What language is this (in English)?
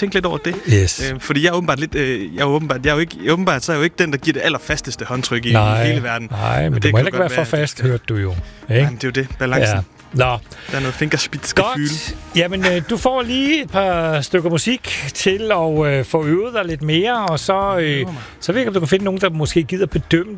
Danish